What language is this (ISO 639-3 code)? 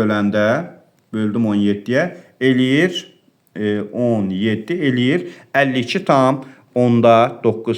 aze